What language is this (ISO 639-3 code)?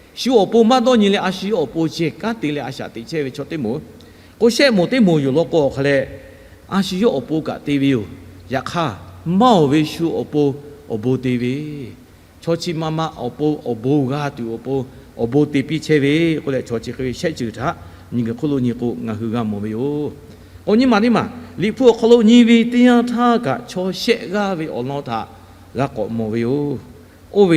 lhu